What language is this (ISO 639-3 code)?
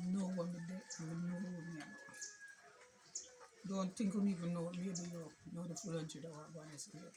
jam